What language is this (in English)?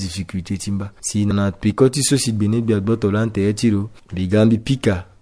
Sango